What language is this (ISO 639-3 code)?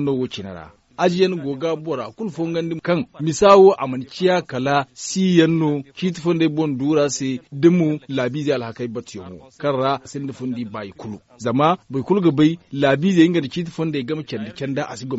dje